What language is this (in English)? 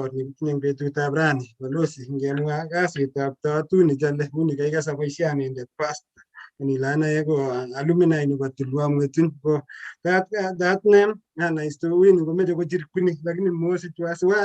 Kalenjin